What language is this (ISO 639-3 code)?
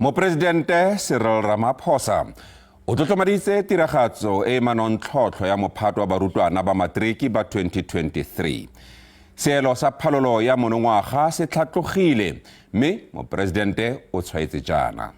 tsn